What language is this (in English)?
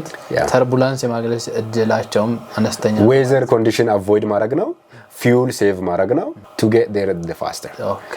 Amharic